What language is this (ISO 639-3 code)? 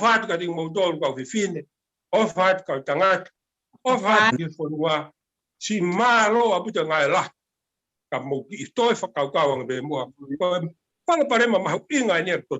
ton